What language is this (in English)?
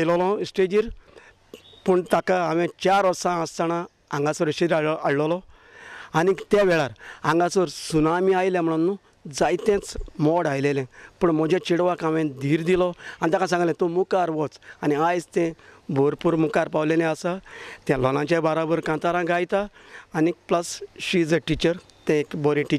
Konkani